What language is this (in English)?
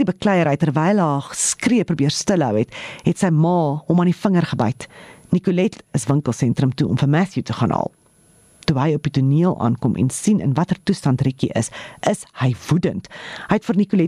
Afrikaans